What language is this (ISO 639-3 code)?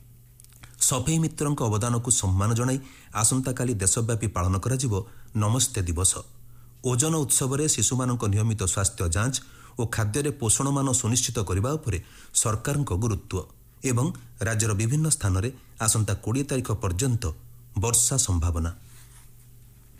ori